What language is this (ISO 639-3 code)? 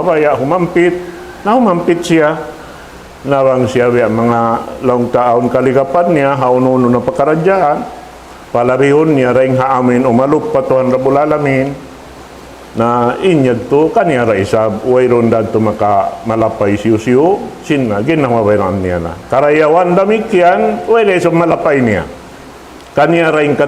tsg